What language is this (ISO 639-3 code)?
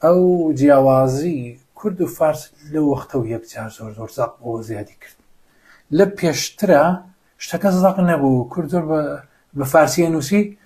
ckb